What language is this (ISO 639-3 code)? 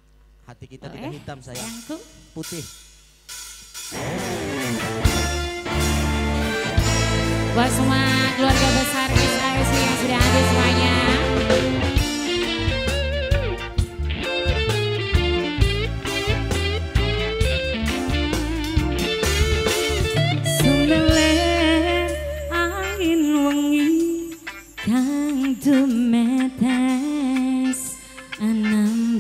jav